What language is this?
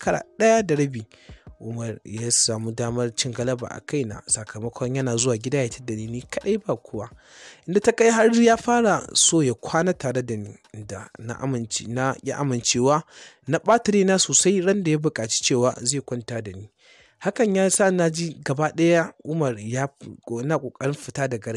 Hausa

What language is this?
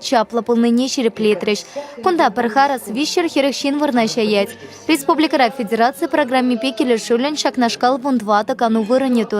Chuvash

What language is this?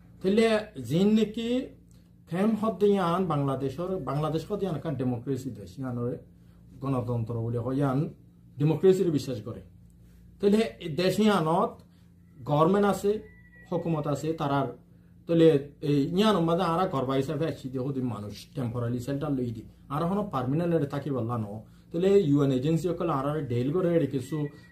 Rohingya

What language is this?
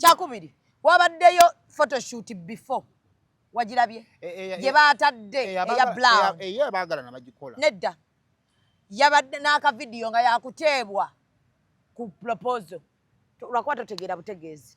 Ganda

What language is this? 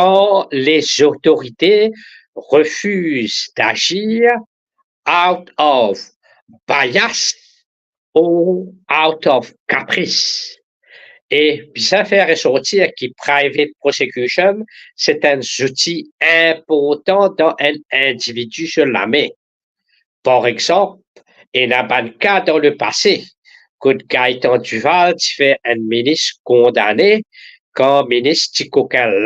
Morisyen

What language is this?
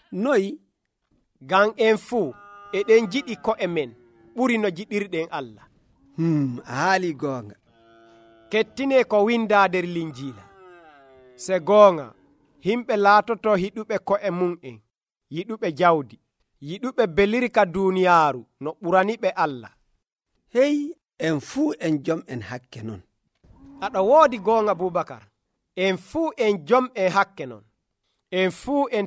Nigerian Fulfulde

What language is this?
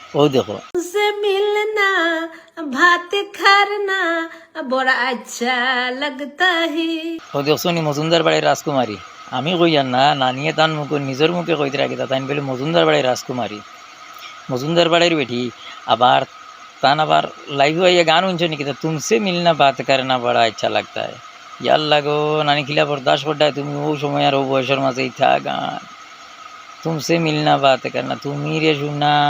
Sylheti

